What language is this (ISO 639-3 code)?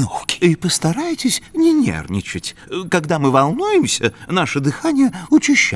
rus